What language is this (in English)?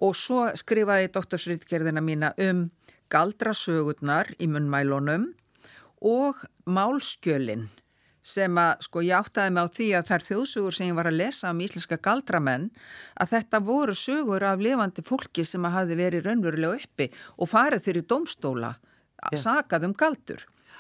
Icelandic